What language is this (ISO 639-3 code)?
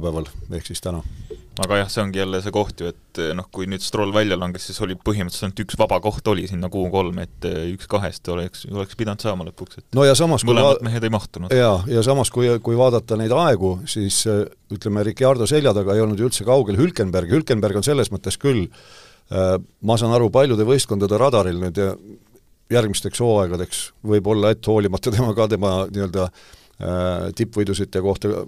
est